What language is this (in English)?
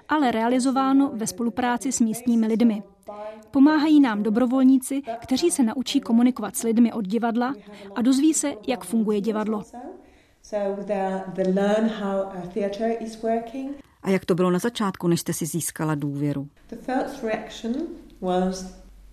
Czech